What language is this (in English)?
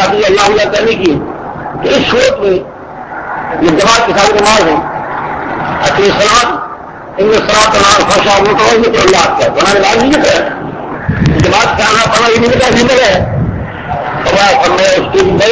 Urdu